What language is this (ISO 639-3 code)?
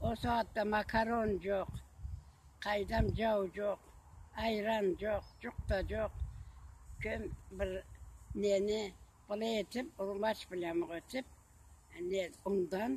krc